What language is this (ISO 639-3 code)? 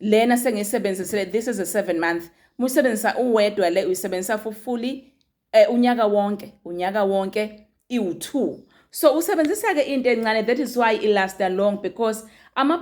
zul